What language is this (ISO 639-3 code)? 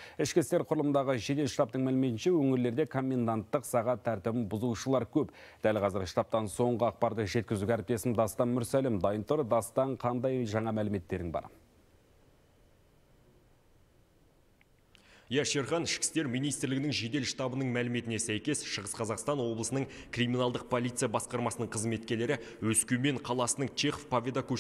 kaz